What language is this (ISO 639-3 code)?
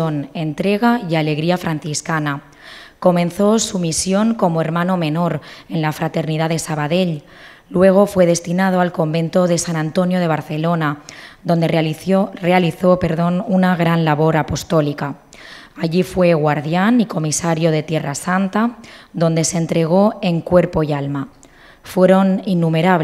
spa